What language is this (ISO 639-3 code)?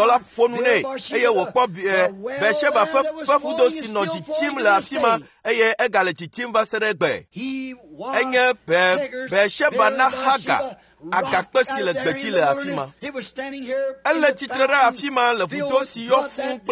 ewe